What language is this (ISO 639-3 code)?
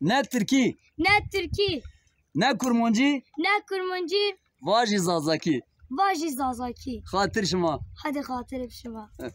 zza